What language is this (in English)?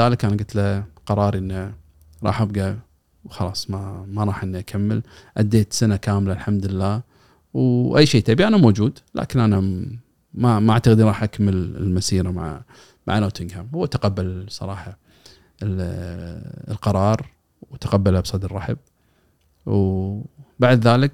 Gulf Arabic